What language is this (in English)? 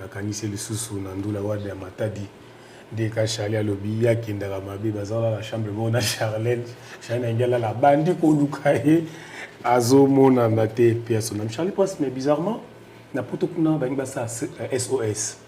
Lingala